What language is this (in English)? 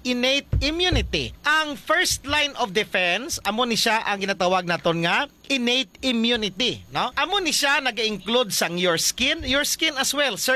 Hiligaynon